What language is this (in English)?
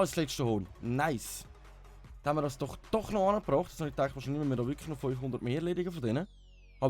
Swiss German